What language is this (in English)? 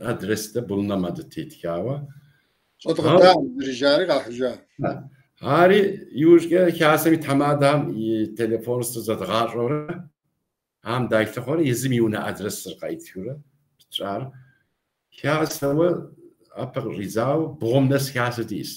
Kabardian